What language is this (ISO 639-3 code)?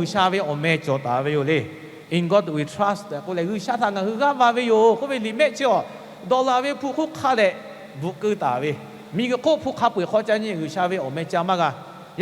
lhu